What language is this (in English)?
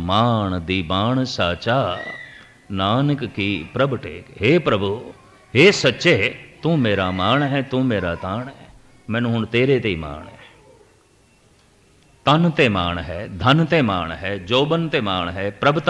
Punjabi